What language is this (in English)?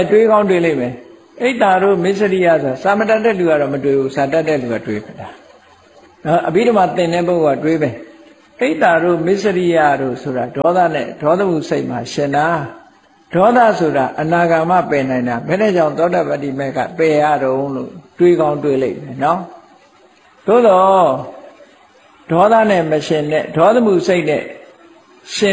Burmese